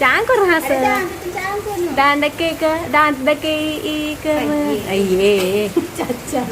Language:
Konkani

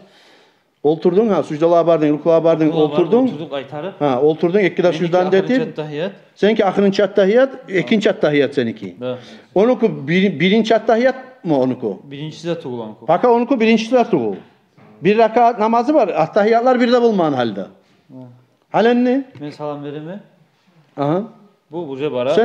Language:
Kumyk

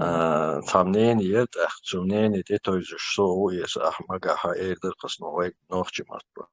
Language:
Chechen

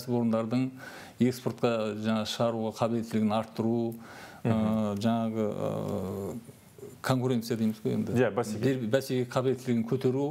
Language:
Kazakh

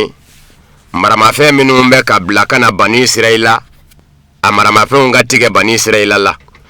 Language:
Bambara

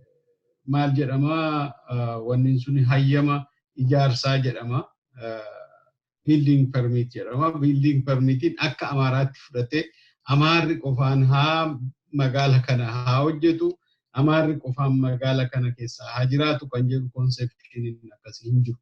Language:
Oromo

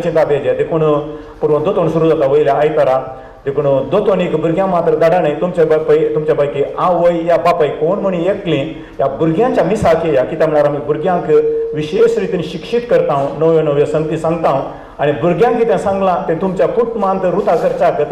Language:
Konkani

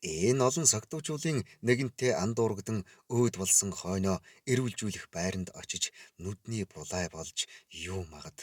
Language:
Mongolian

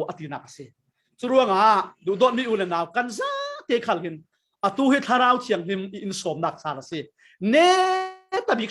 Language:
Falam Chin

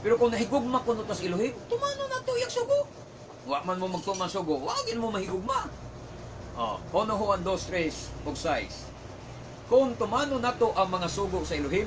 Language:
Cebuano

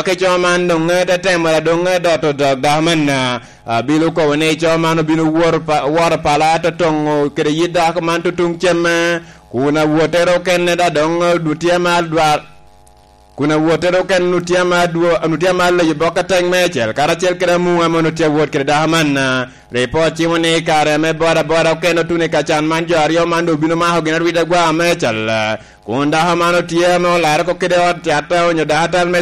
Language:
Lango (Uganda)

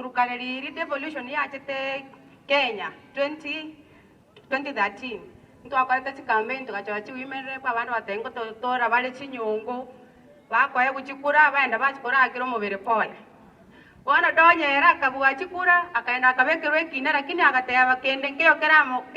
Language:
Gusii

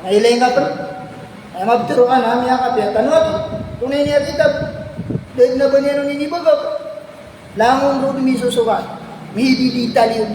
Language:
Maranao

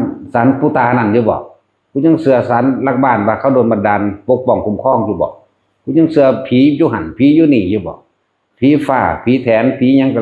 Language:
Northeastern Thai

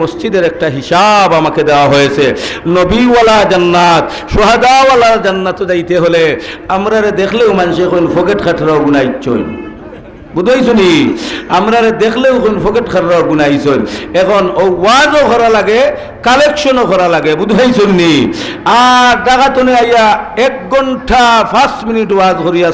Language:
Sylheti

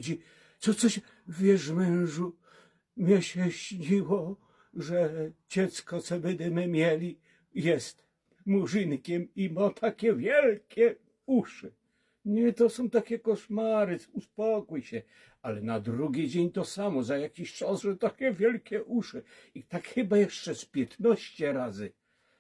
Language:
Silesian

